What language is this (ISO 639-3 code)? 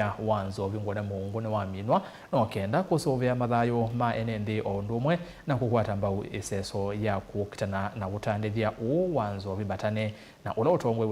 kam